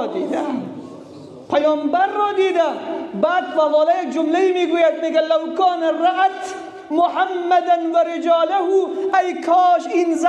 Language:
Persian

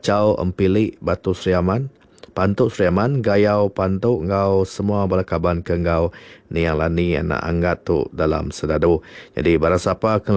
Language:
Iban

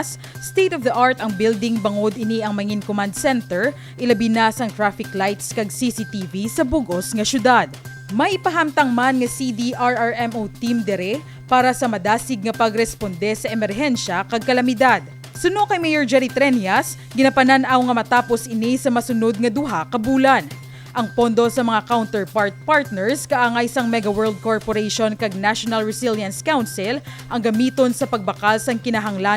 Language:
Hiligaynon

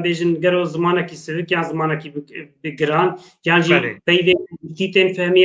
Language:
Kurdish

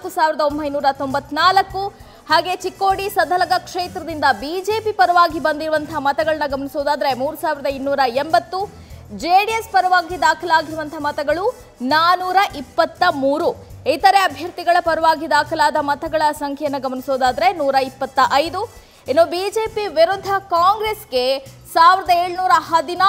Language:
Kannada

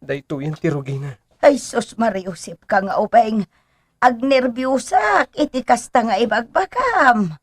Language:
Iloko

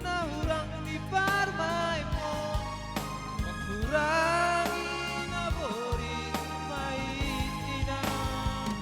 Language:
Batak Simalungun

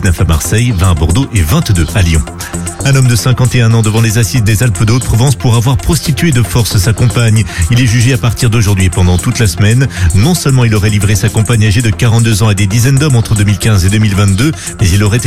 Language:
French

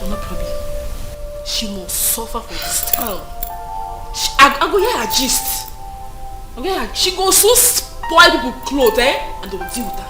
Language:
Nigerian Pidgin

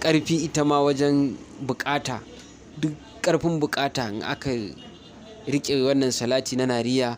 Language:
Hausa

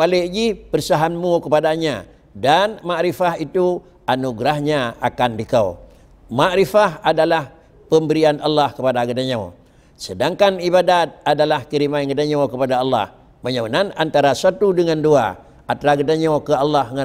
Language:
Achinese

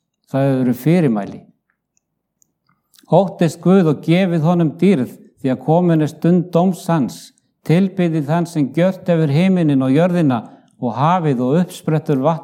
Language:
Icelandic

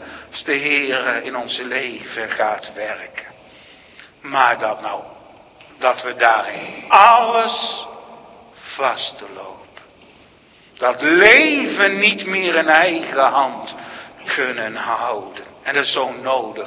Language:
Dutch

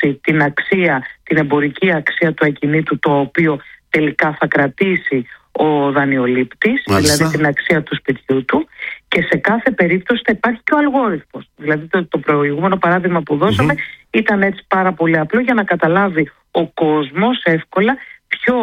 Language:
Greek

